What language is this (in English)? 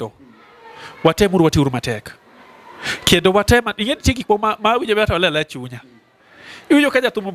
Luo (Kenya and Tanzania)